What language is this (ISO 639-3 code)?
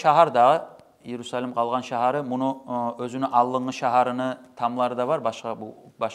kum